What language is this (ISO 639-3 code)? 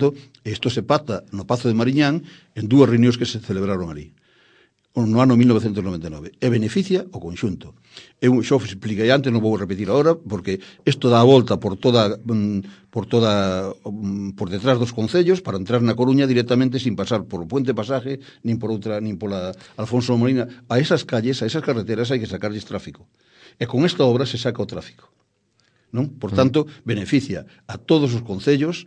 glg